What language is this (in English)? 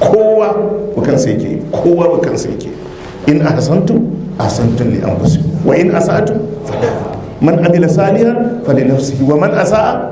Hausa